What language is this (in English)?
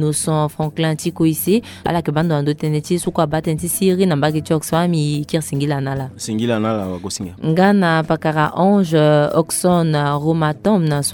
Sango